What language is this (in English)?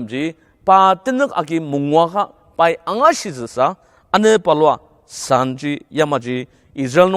Ao Naga